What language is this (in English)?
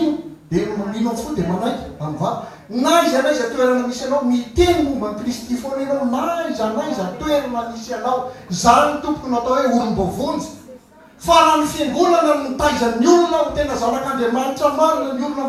Malagasy